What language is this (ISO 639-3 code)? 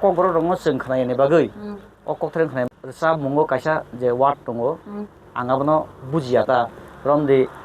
trp